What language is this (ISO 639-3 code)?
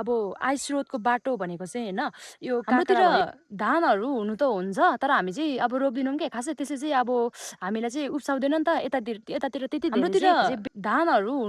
nep